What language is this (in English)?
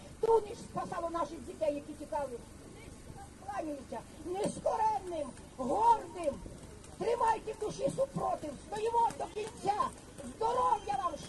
Ukrainian